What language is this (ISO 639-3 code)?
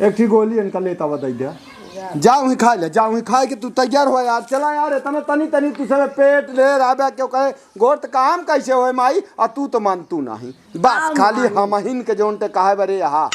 awa